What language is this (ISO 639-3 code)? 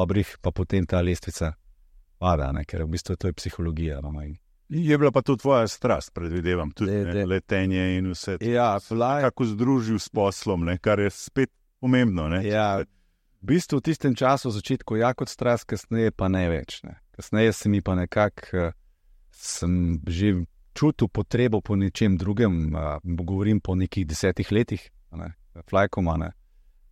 slv